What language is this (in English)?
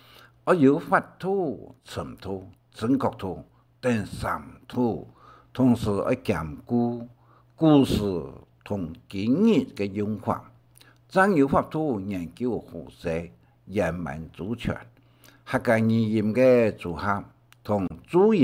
Hakka Chinese